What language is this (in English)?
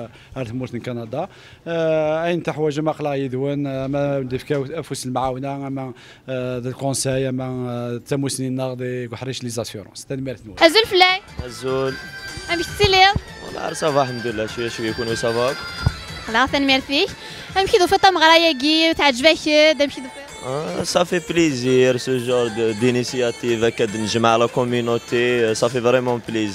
Kabyle